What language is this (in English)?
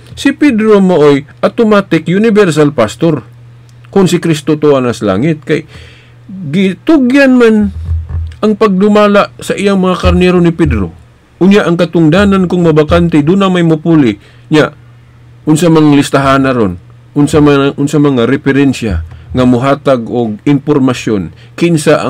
Cebuano